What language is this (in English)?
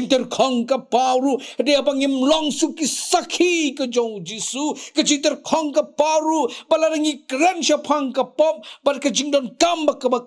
Khasi